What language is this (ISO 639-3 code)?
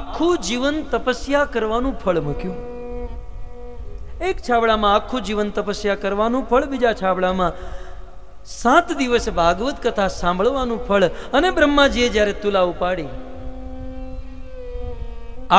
guj